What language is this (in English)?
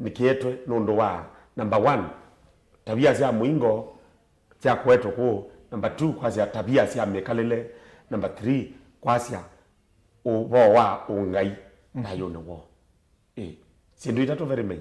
Kamba